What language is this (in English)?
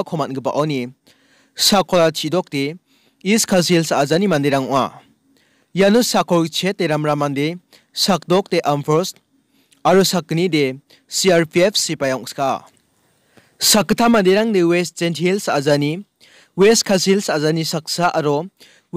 Garo